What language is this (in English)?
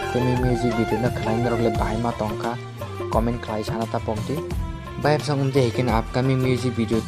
Kok Borok